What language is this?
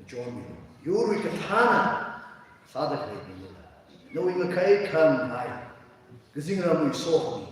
Tangkhul Naga (India)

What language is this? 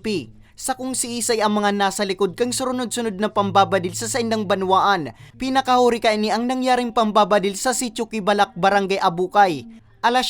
Bikol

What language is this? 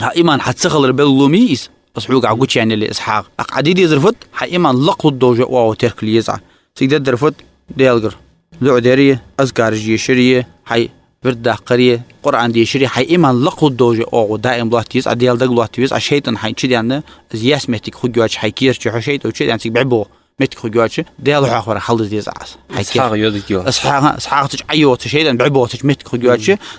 Ingush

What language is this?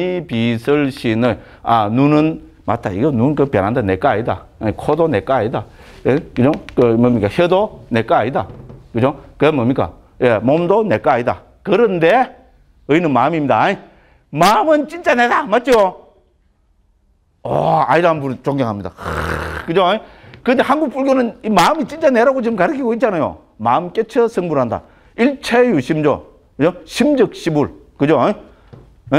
Korean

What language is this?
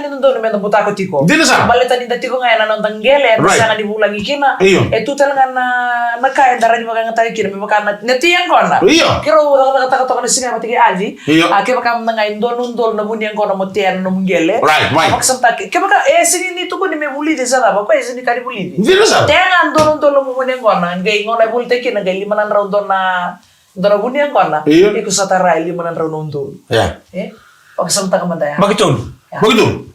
Fijian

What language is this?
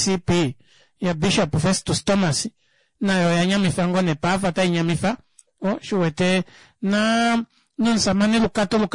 Kuanyama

